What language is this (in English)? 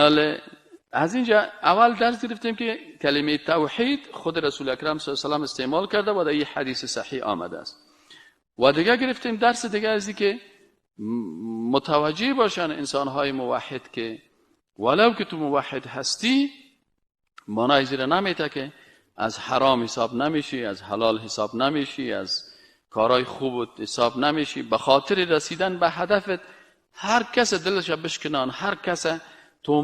Persian